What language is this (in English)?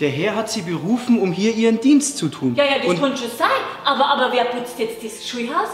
Bavarian